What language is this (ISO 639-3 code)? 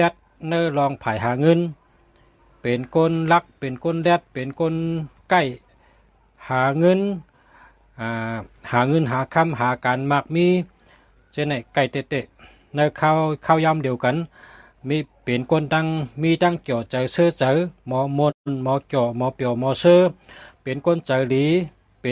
shn